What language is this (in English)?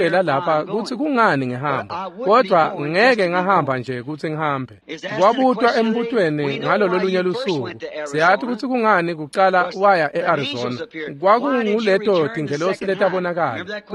Swati